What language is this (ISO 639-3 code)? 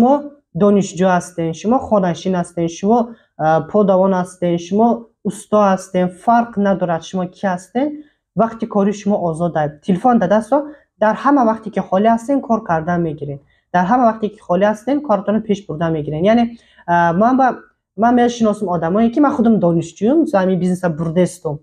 tgk